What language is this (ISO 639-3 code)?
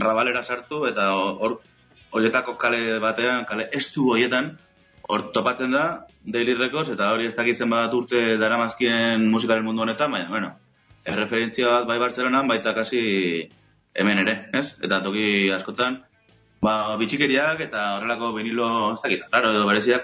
eus